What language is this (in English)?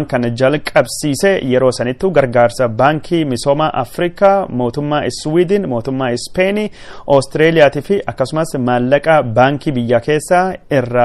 Oromo